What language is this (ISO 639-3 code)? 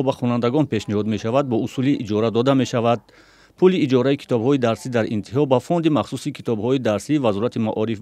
tgk